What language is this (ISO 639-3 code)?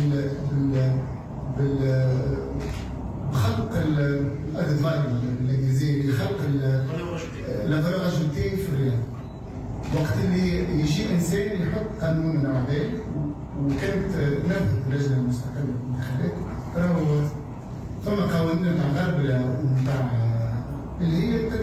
aeb